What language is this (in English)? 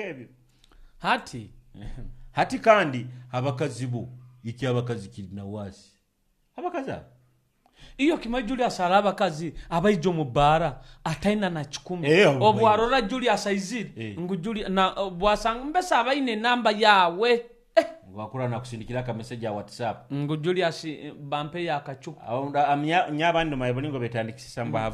Nyoro